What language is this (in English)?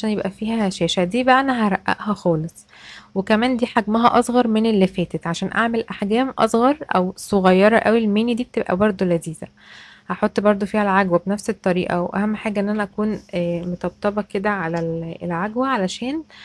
Egyptian Arabic